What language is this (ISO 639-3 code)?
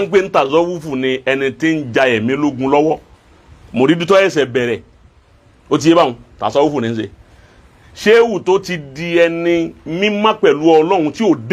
yor